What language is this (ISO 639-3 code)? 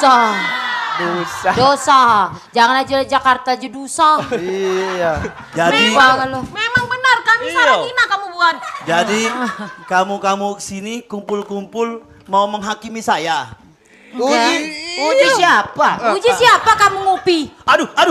mui